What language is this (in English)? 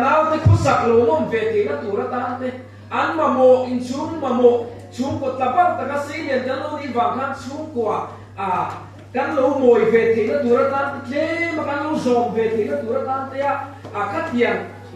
Mizo